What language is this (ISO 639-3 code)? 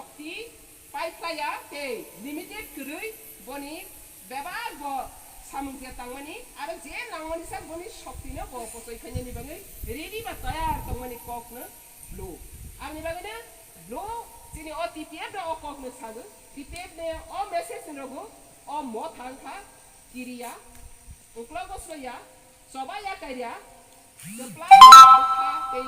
trp